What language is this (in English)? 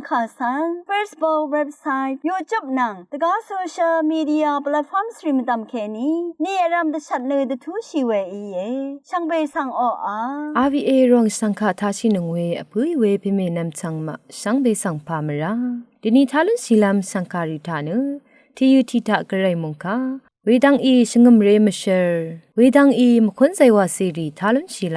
Rawang